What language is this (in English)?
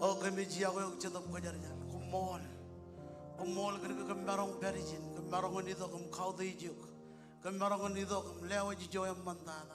Marshallese